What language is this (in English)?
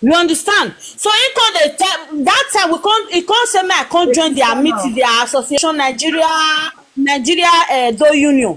Nigerian Pidgin